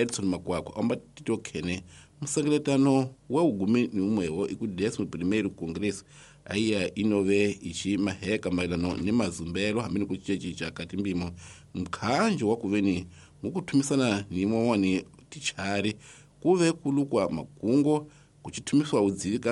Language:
Tsonga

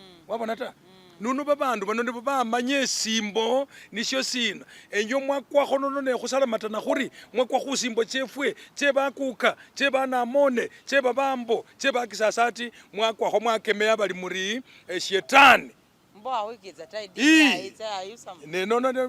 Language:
Masaaba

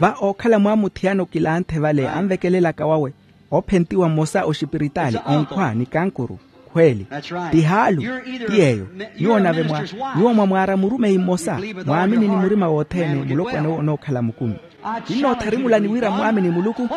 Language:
Makhuwa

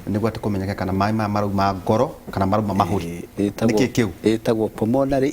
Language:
Kikuyu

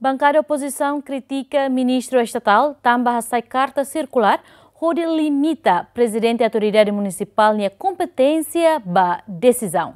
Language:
Tetum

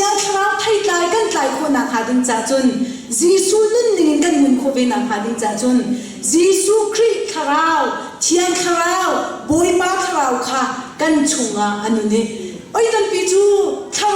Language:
Hakha Chin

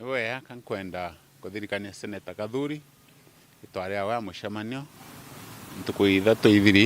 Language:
Meru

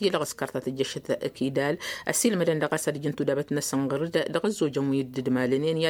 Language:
Tamasheq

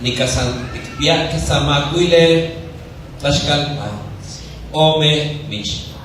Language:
Nahuatl languages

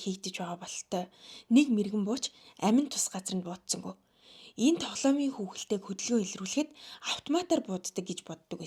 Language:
Mongolian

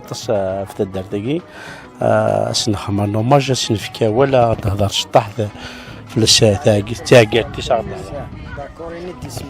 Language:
Kabyle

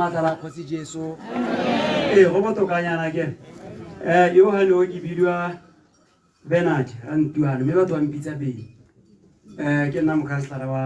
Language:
Tswana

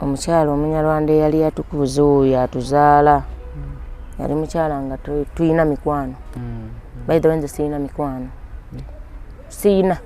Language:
Ganda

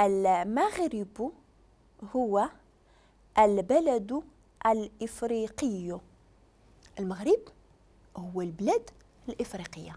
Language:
Moroccan Arabic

